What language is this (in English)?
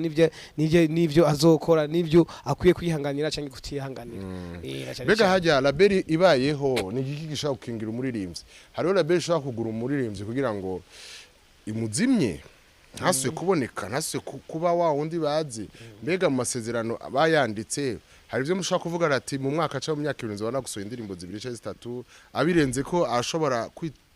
Rundi